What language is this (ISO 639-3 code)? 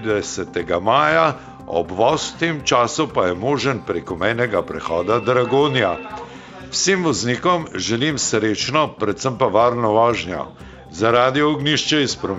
slv